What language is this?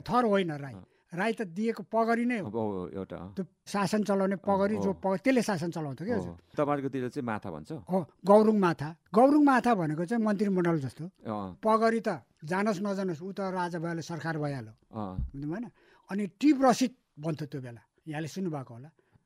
Nepali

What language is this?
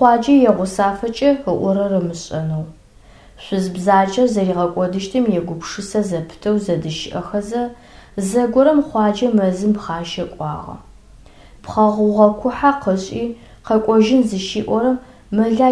Adyghe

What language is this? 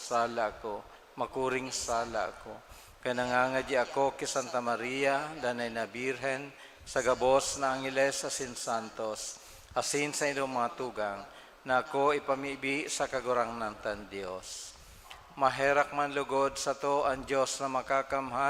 Bikol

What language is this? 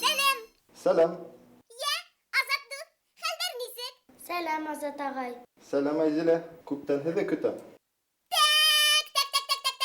Bashkir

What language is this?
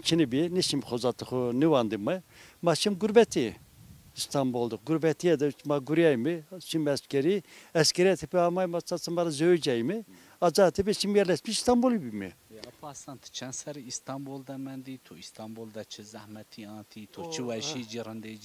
Zaza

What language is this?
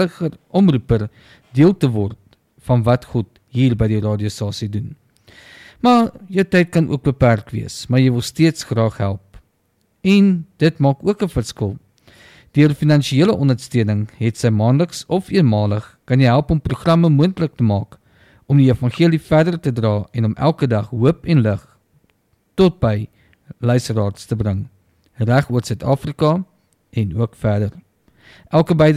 Afrikaans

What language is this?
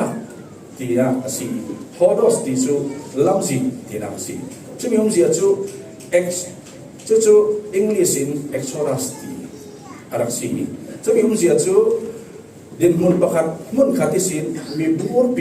Falam Chin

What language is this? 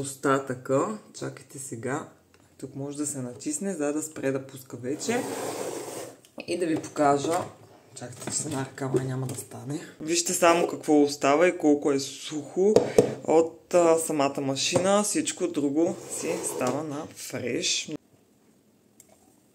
Bulgarian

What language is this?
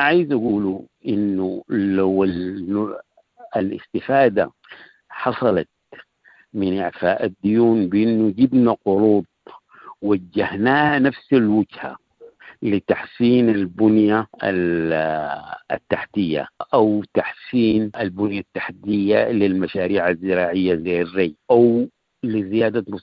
Sudanese Arabic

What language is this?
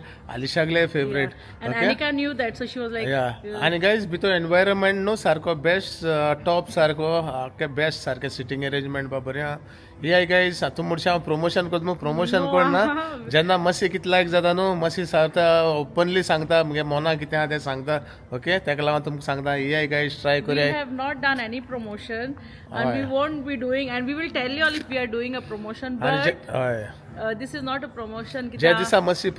Konkani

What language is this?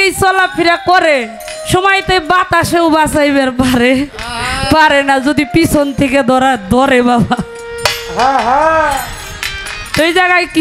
Bangla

